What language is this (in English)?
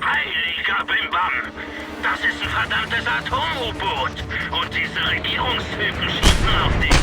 Bavarian